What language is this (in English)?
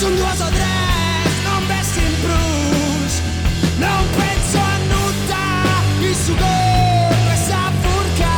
Sardinian